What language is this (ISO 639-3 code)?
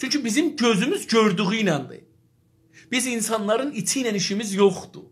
azb